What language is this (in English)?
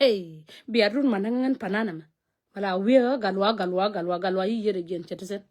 Nuer